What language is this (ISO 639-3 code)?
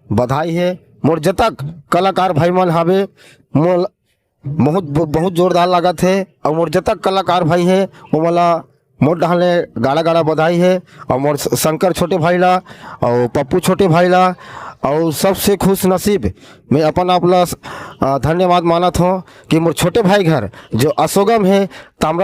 hne